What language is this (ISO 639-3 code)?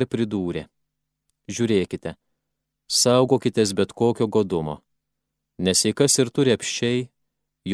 lit